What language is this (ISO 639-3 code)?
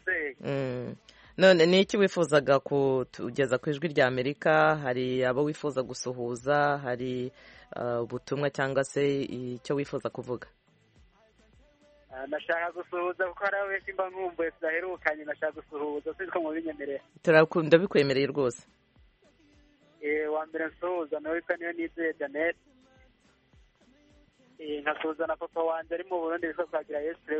kin